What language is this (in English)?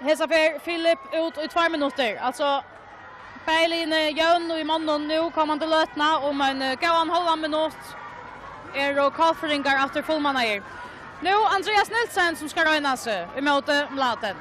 Faroese